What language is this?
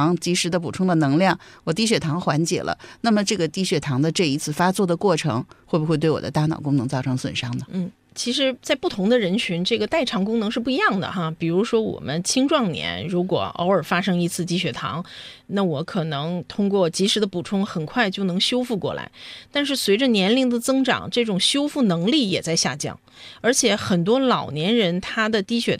Chinese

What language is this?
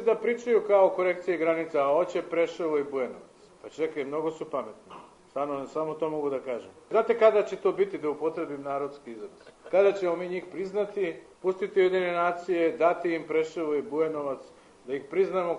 Serbian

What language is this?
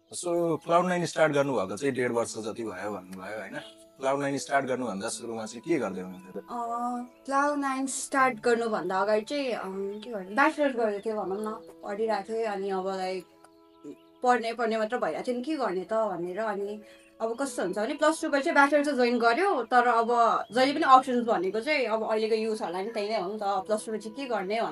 Nepali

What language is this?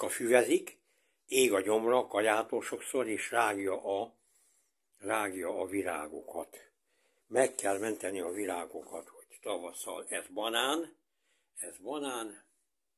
Hungarian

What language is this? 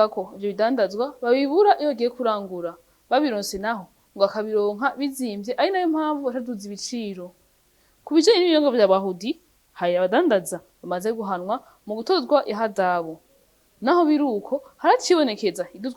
Rundi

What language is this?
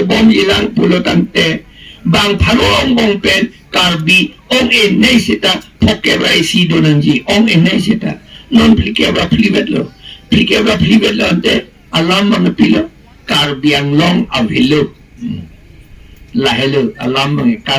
Karbi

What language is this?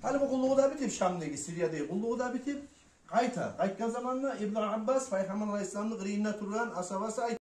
Kumyk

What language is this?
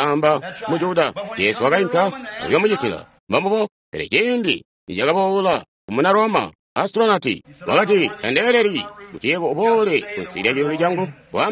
Tonga (Zambia)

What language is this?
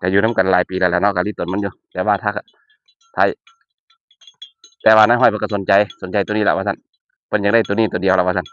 Northeastern Thai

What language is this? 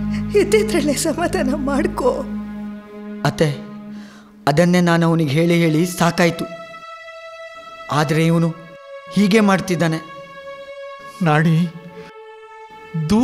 Kannada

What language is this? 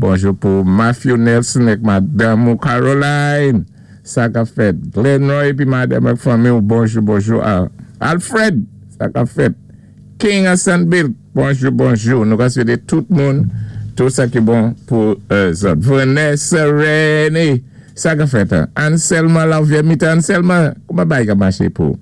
Saint Lucian Creole French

